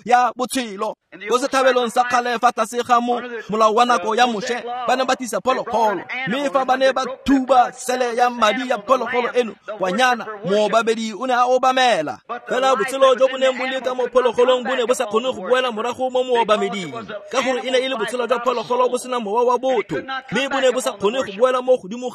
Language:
Tswana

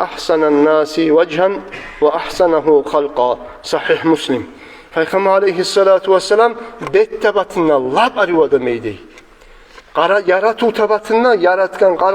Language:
Kumyk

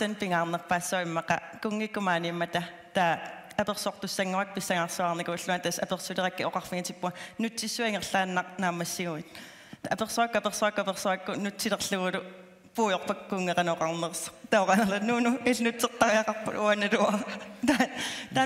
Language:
Kalaallisut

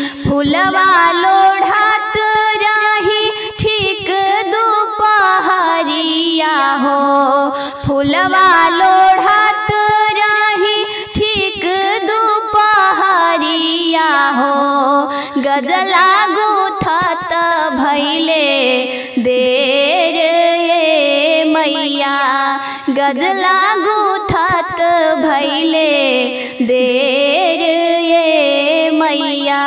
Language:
Bhojpuri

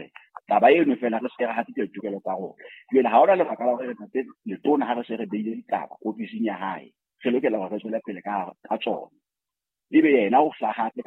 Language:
Southern Sotho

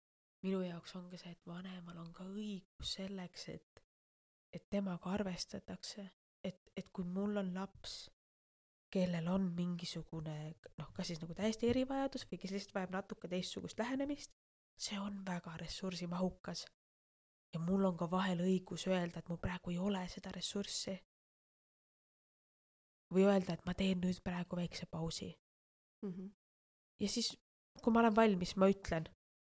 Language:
Estonian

